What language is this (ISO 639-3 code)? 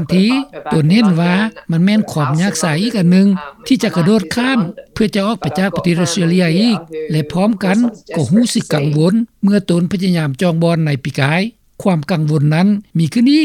lao